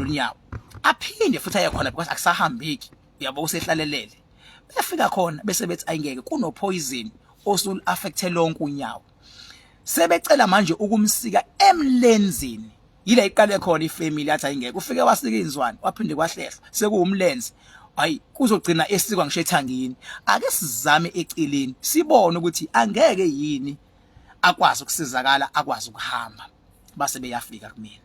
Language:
Zulu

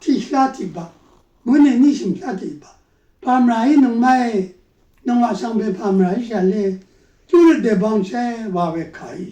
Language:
Rawang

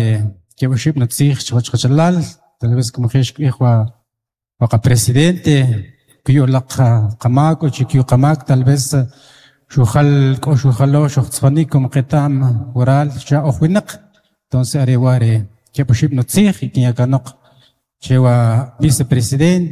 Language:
Kʼicheʼ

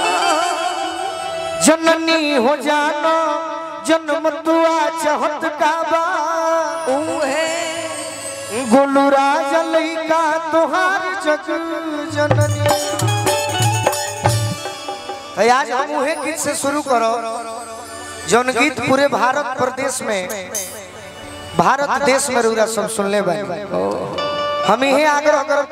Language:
Bhojpuri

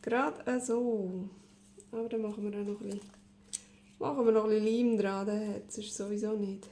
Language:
Swiss German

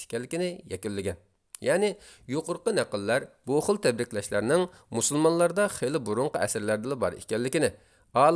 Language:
Uyghur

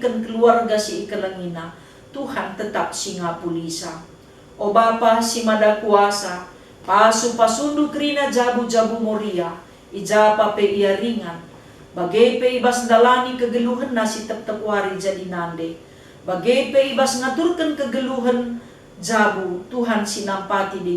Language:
Batak Karo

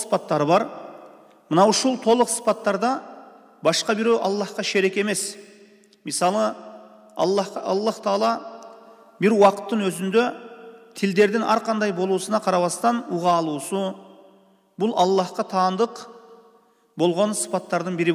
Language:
Kyrgyz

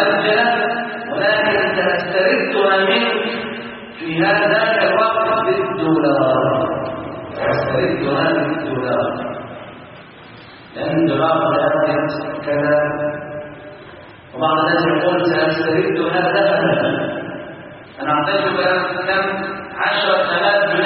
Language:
Arabic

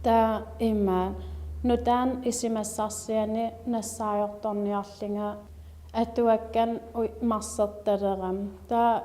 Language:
Kalaallisut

